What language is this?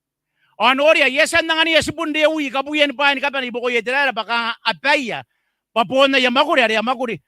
Gilbertese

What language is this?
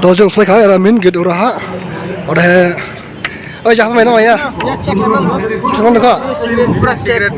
Dimasa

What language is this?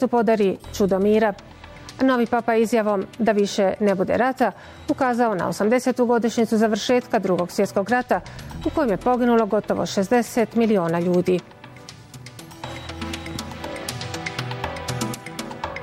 Bosnian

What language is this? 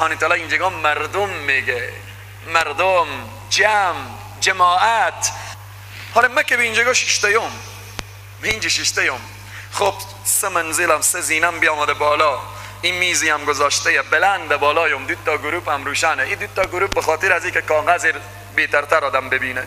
Persian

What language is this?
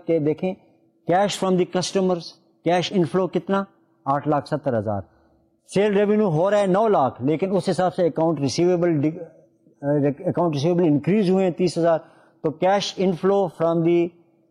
Urdu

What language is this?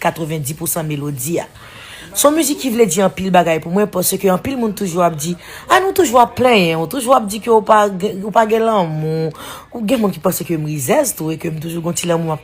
Haitian Creole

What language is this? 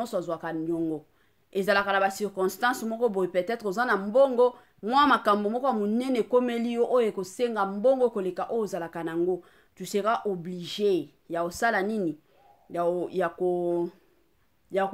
Lingala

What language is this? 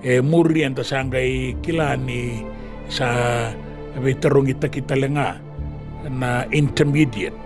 Fijian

